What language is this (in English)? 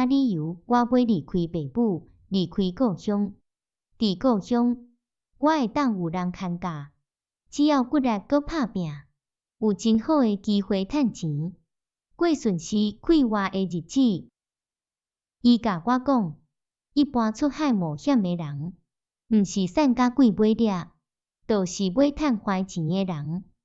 Min Nan Chinese